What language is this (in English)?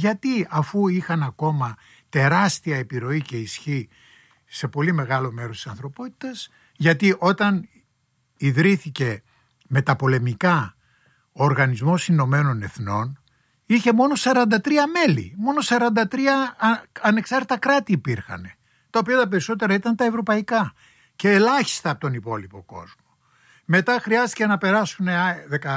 Greek